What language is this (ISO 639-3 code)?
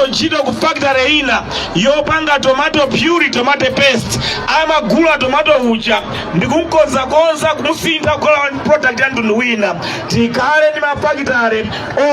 nya